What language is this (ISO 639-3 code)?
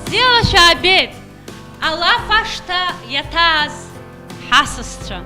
abk